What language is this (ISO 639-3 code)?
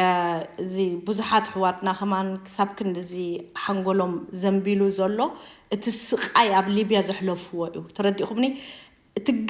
tir